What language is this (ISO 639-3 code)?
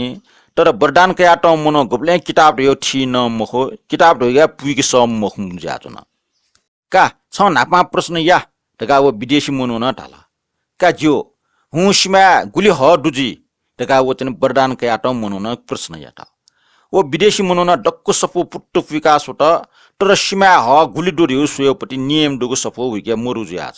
new